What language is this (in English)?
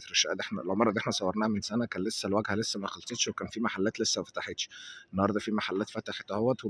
Egyptian Arabic